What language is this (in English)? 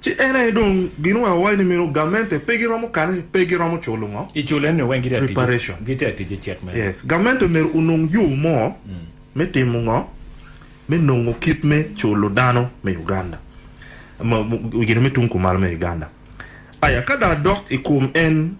Acoli